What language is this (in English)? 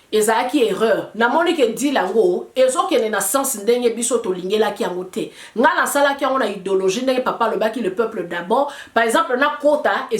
Lingala